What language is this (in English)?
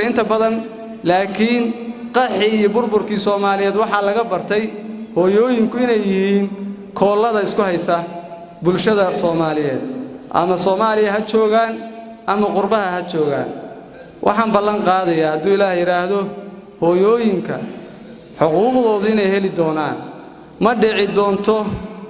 Somali